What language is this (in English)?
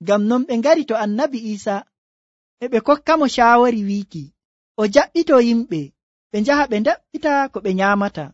Nigerian Fulfulde